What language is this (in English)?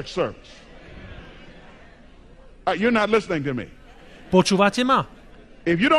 Slovak